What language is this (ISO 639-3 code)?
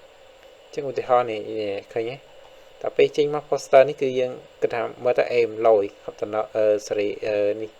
khm